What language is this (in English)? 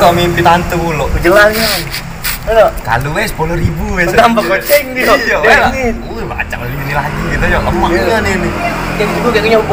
Musi